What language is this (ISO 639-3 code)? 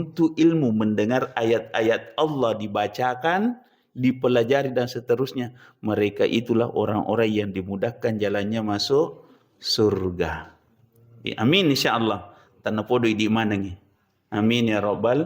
bug